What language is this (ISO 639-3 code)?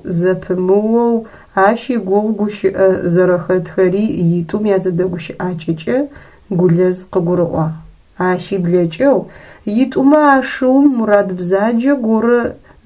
ady